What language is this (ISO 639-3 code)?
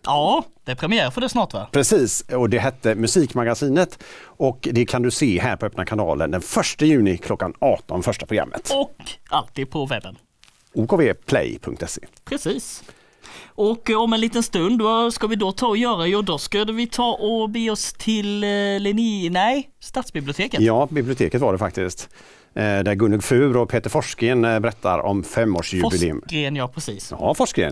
swe